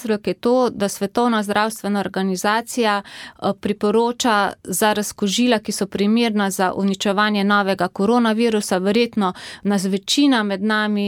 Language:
Slovenian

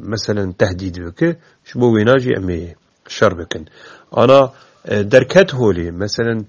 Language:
Kurdish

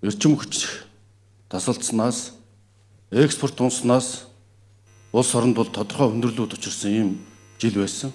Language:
Mongolian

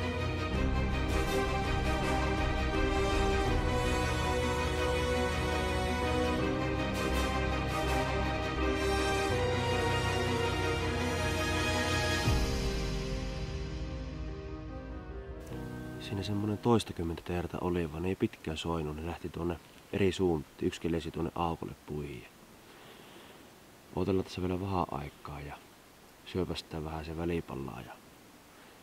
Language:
Finnish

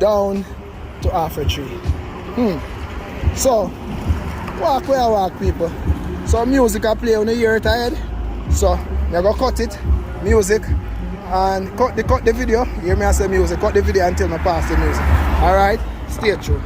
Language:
Jamaican Creole English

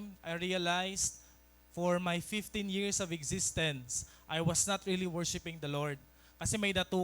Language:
Waray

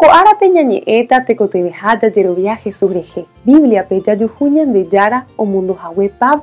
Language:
Guarani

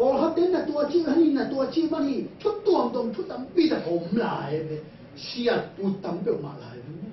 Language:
Tedim Chin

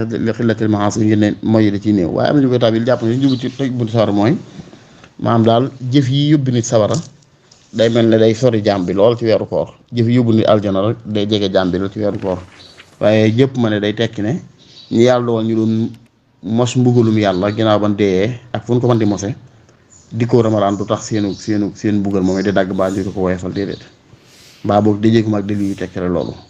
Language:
Wolof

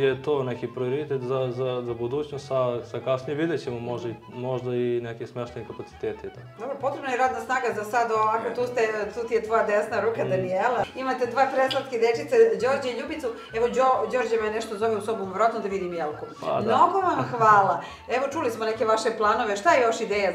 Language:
Serbian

